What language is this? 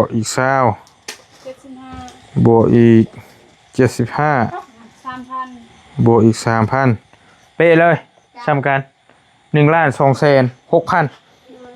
Northeastern Thai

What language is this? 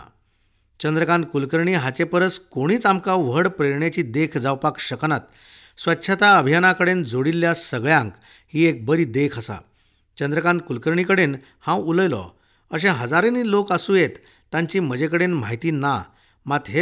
Konkani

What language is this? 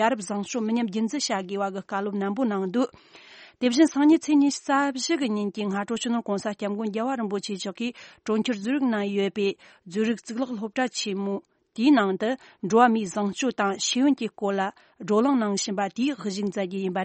Tibetan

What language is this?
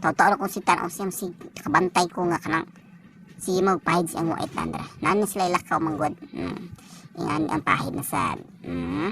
Cebuano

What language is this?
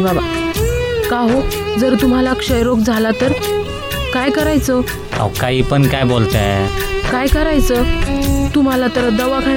Marathi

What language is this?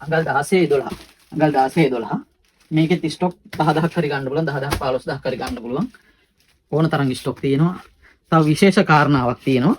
Sinhala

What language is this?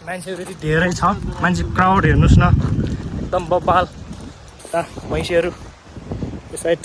Nepali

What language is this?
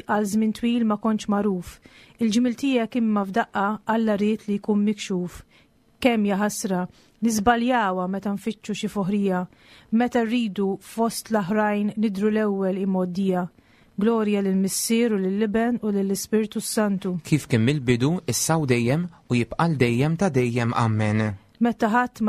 Maltese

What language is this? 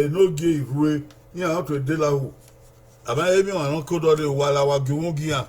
Bini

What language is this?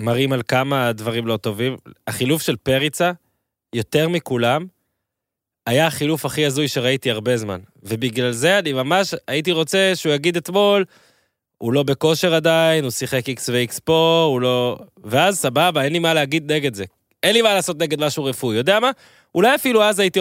Hebrew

